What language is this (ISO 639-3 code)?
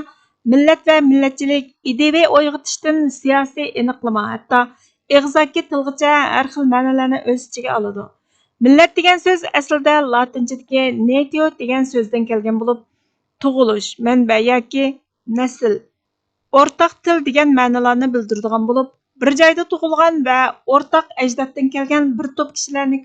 uig